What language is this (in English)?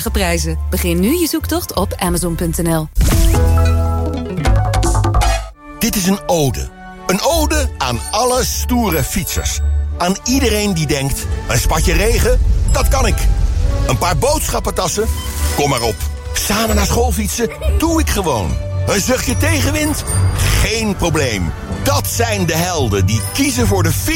Dutch